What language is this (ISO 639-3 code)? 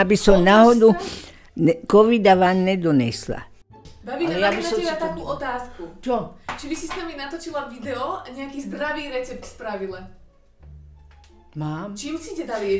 slk